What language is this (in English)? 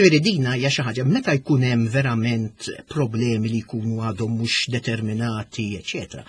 Maltese